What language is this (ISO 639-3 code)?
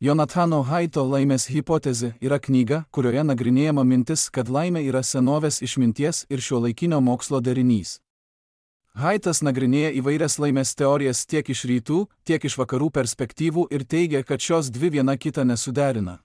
lit